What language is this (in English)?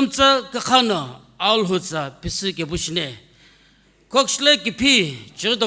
Sumi Naga